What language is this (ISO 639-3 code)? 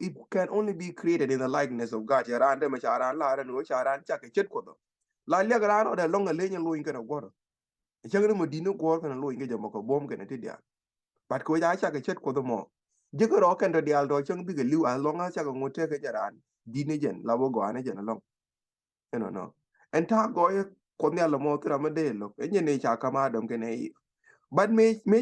nus